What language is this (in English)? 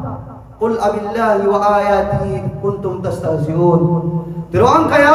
Maranao